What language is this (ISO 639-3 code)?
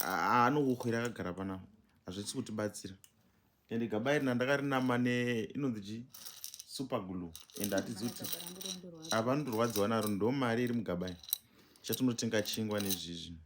sna